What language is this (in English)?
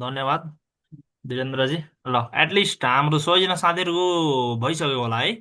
Nepali